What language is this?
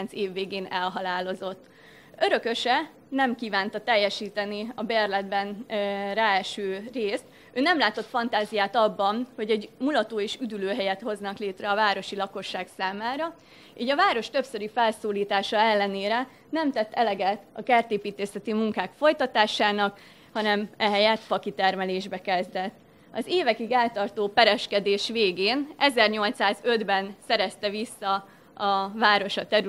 Hungarian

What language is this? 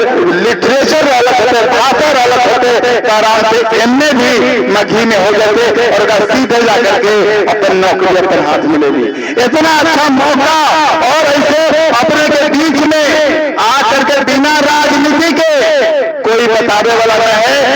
Magahi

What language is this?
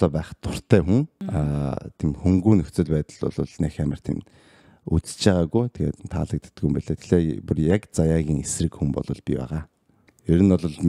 Mongolian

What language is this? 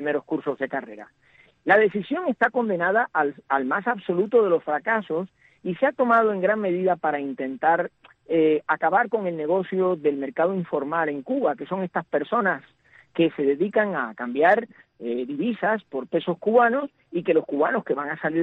Spanish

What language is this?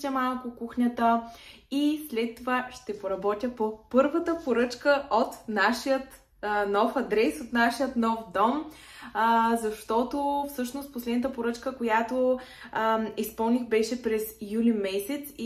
Bulgarian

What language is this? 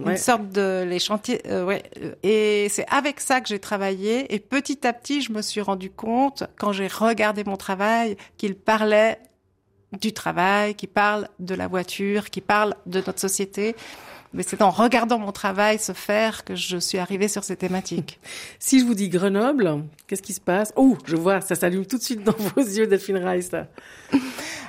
French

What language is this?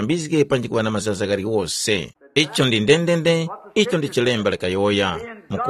Tumbuka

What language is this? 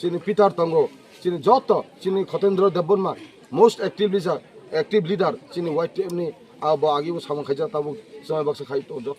Kok Borok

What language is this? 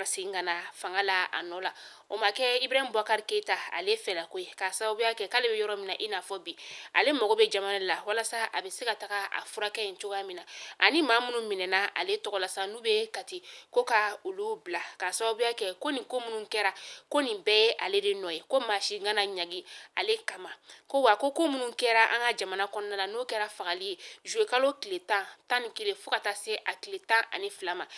Bambara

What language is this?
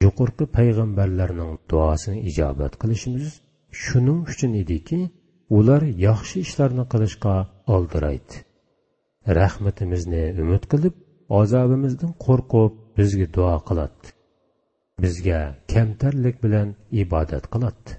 Uyghur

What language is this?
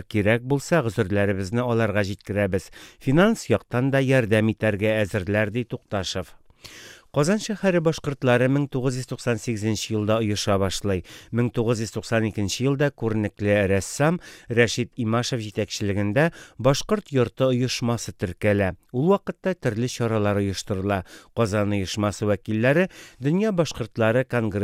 Tatar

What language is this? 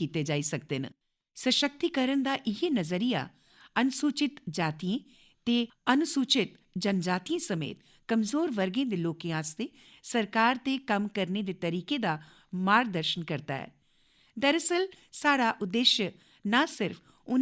Dogri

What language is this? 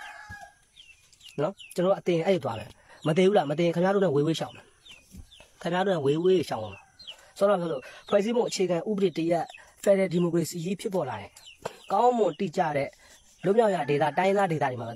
Burmese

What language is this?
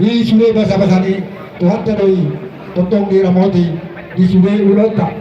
Batak Toba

